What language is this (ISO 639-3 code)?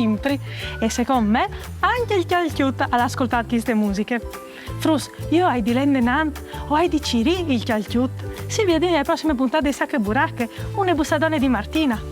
fur